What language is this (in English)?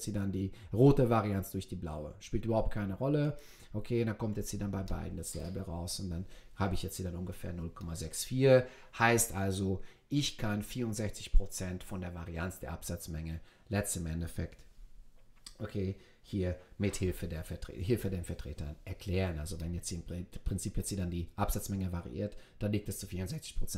German